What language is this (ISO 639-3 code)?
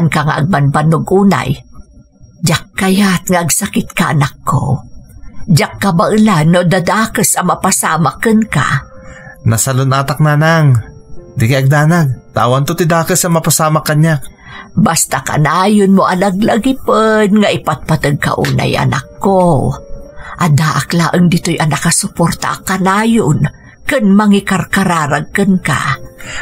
ilo